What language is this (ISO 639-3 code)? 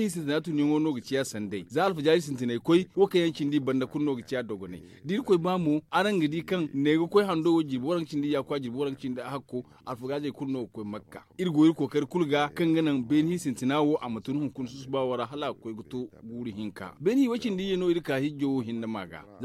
dje